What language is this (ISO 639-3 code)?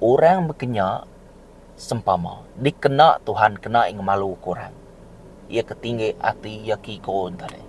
iba